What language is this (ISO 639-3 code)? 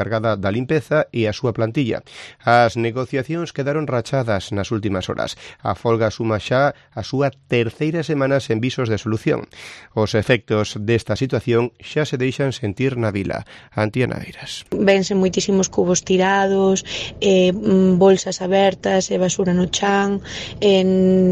glg